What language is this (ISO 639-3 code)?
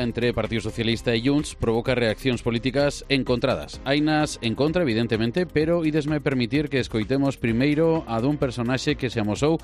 glg